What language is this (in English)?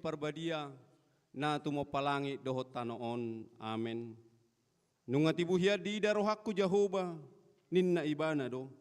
Batak Toba